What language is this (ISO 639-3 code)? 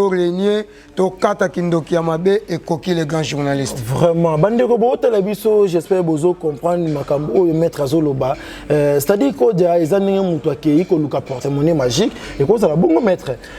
lin